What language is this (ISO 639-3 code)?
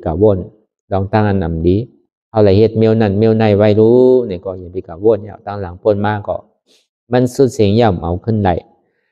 shn